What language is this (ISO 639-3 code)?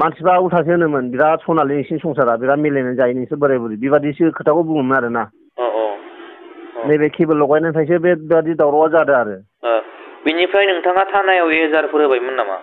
brx